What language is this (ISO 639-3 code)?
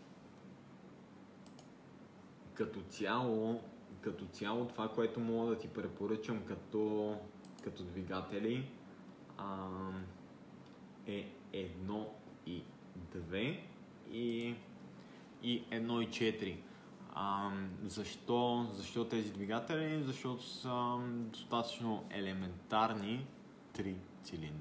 bul